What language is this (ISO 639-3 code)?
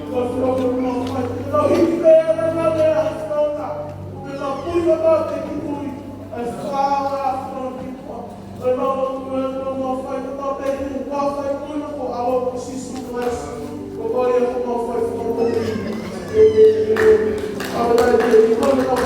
ton